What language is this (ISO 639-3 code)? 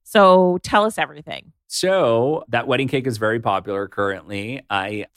eng